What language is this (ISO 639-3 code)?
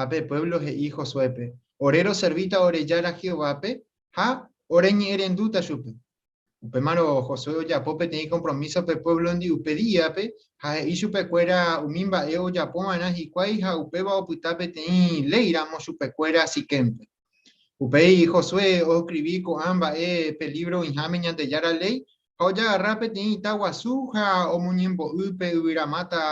grn